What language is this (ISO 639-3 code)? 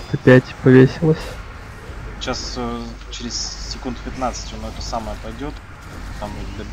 rus